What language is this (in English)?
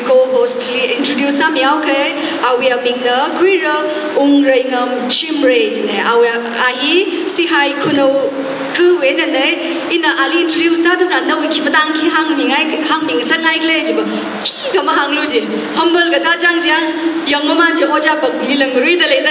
Tangkhul Naga (India)